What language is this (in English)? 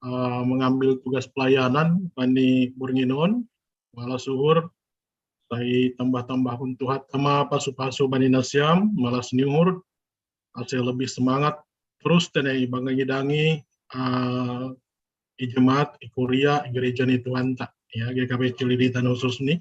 Batak Simalungun